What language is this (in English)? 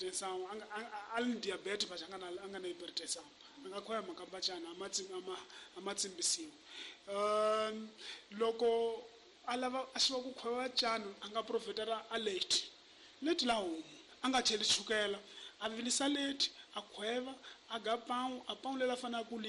Tsonga